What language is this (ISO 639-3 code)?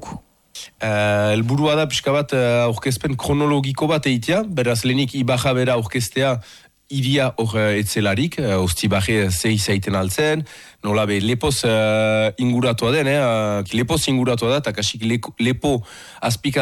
eus